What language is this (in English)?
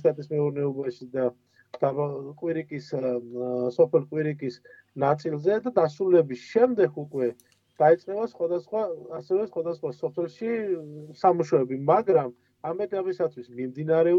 Georgian